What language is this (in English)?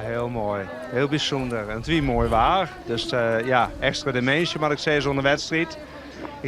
Western Frisian